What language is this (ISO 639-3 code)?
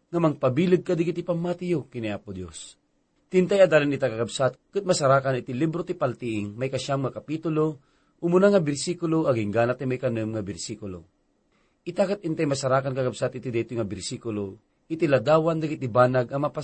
ilo